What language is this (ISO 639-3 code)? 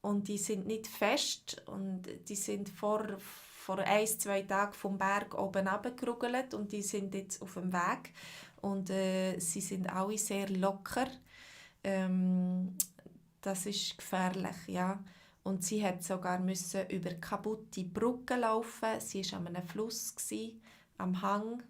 gsw